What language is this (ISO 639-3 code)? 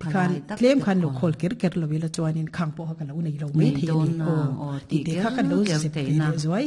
lus